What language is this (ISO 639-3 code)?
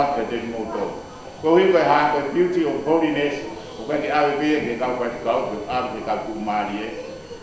ton